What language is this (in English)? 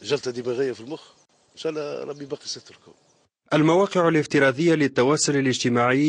Tunisian Arabic